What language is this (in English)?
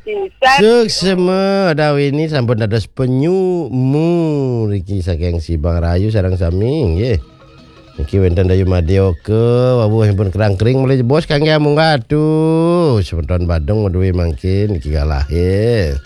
Balinese